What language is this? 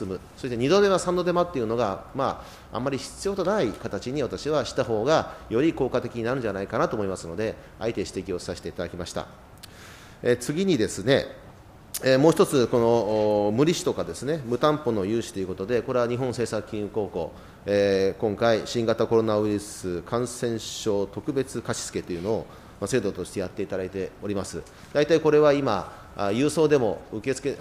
Japanese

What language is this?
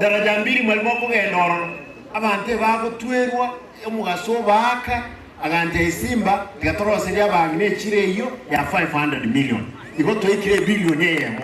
Gusii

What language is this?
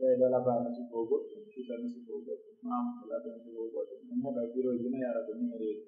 Pular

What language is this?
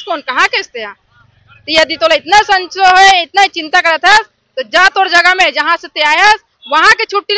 Chhattisgarhi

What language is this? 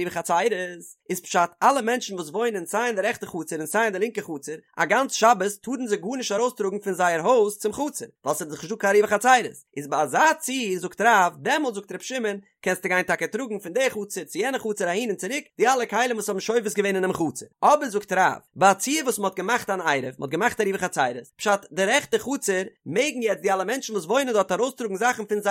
Yiddish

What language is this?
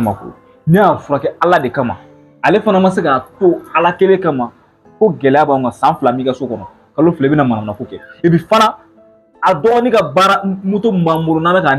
Bambara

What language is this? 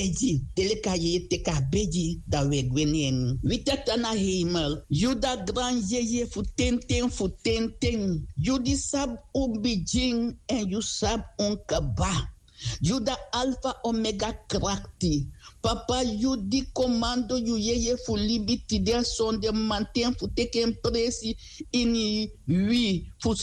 Sranan Tongo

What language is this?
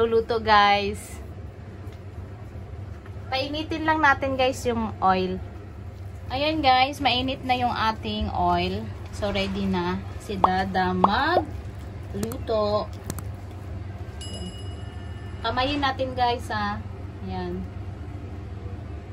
Filipino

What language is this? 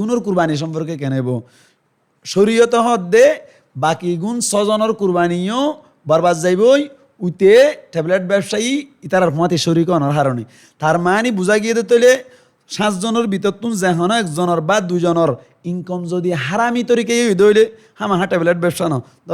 Rohingya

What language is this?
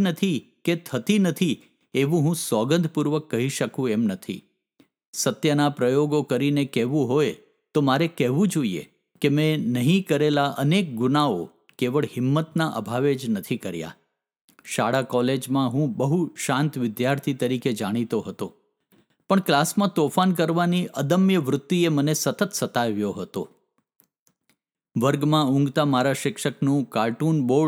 Gujarati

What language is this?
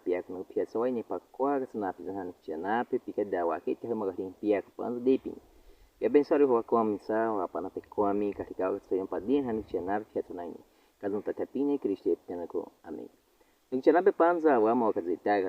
Baniwa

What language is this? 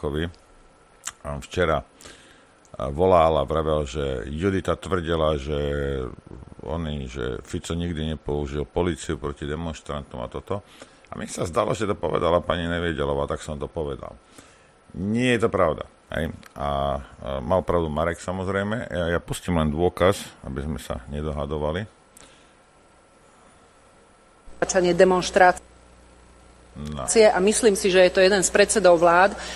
Slovak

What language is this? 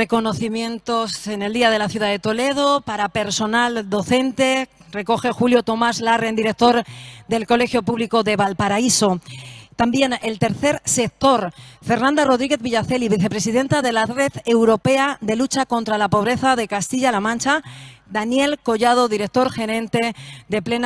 Spanish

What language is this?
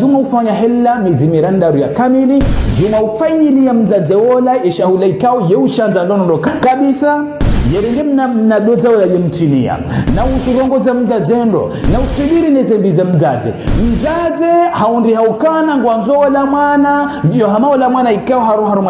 Ngazidja Comorian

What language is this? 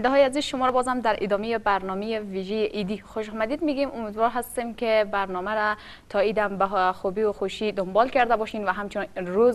Persian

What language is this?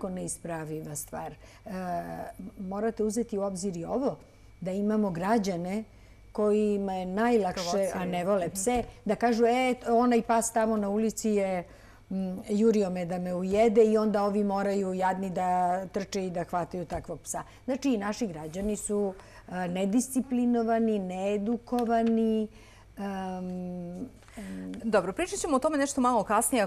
Serbian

